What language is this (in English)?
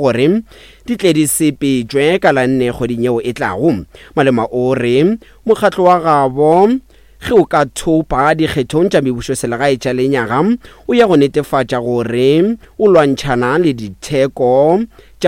Northern Sotho